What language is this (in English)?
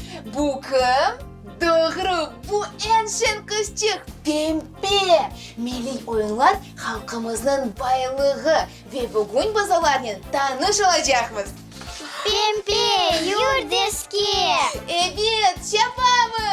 Crimean Tatar